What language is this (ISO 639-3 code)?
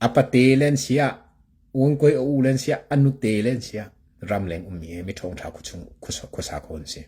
cnh